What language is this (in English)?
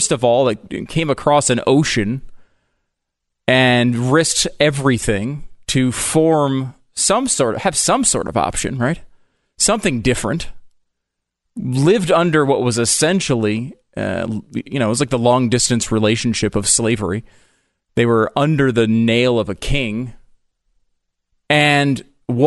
English